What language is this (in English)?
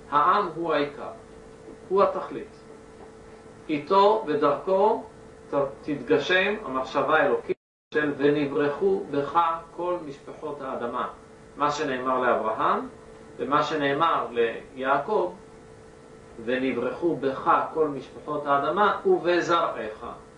Hebrew